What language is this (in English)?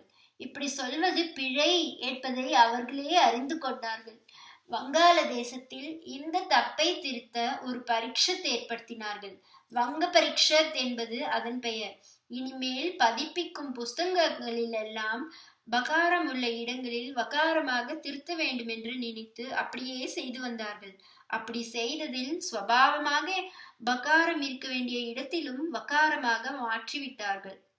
Tamil